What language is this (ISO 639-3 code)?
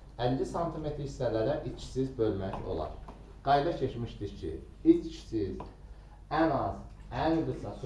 aze